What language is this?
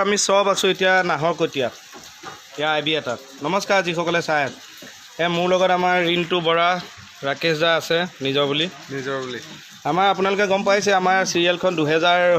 Assamese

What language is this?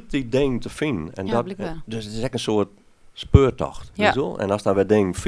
Western Frisian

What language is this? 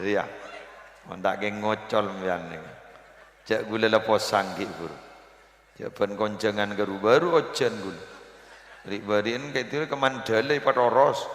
Madurese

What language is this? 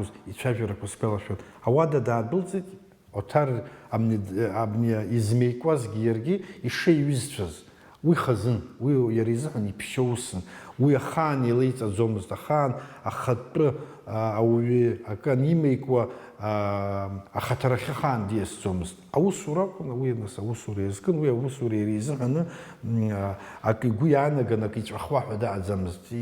Abkhazian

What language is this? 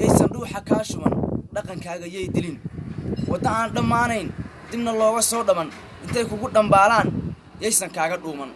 Somali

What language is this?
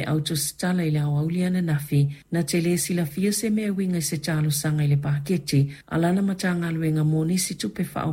Samoan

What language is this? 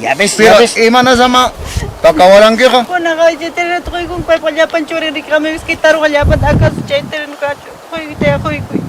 Ayacucho Quechua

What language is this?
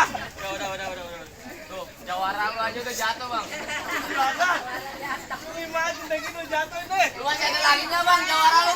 Betawi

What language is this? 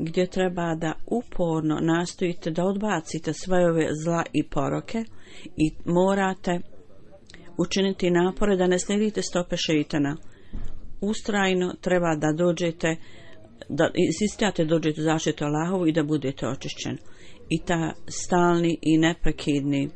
Bosnian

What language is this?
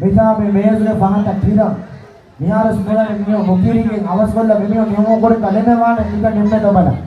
Divehi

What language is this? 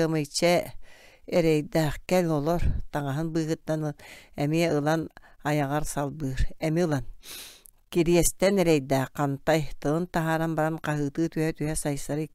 Yakut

